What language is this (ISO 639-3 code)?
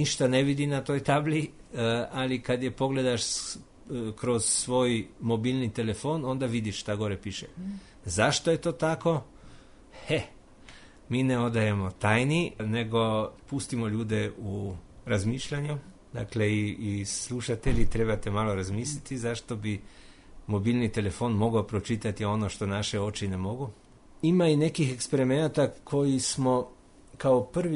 srp